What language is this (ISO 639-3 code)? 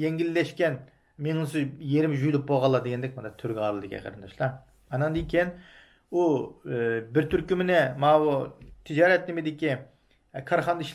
uig